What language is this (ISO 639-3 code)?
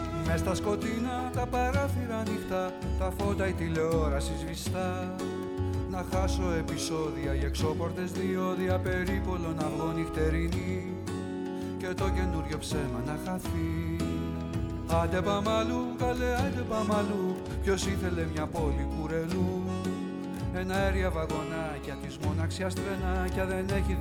ell